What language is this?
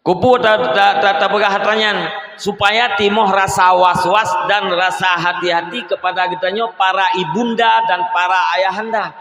Achinese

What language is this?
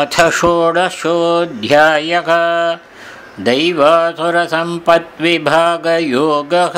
Sanskrit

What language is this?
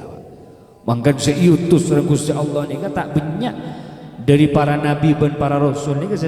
Madurese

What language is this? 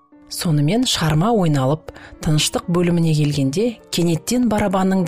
Kazakh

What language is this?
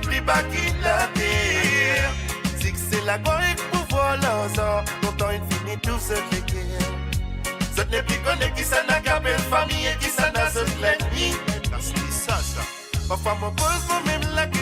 Morisyen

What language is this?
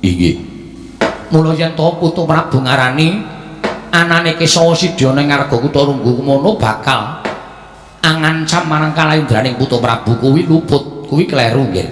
Javanese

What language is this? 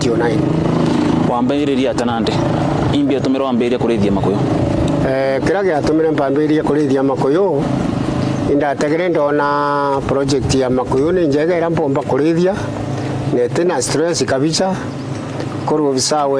Meru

